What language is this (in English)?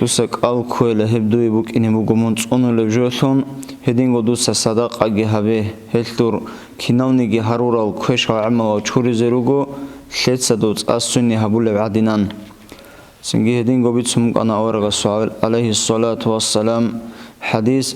Avaric